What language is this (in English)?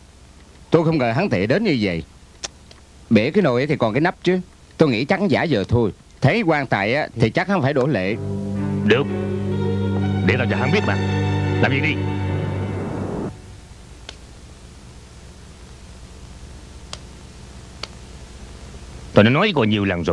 Vietnamese